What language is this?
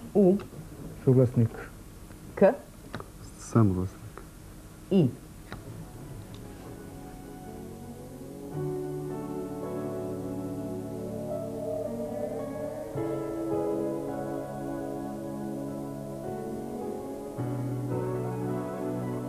Croatian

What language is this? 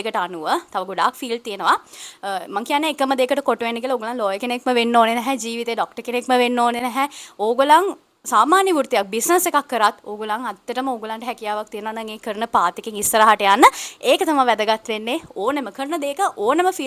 Sinhala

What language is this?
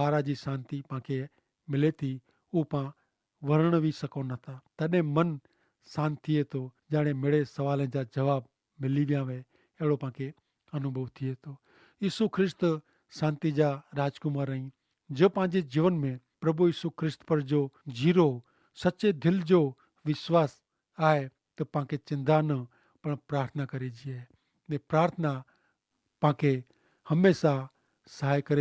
Kachhi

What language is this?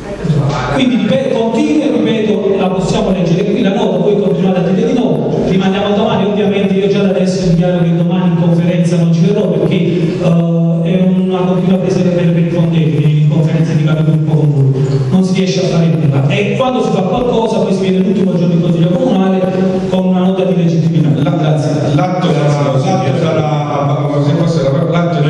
Italian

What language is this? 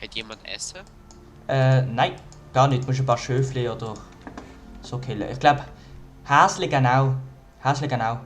Swiss German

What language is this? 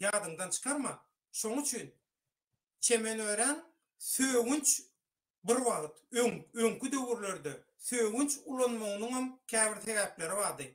Turkmen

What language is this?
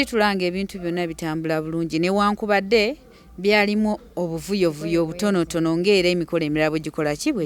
Ganda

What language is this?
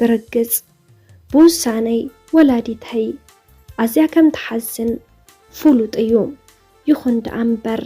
Tigrinya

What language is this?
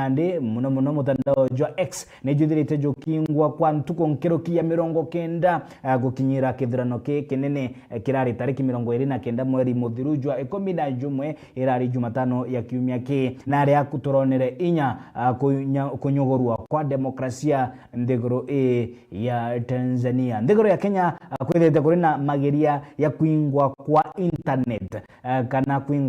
Meru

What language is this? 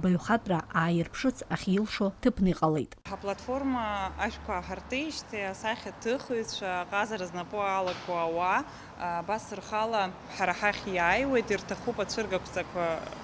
Abkhazian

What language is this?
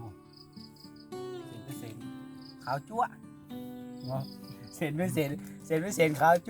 Northeastern Thai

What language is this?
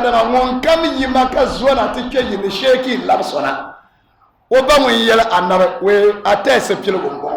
Dagbani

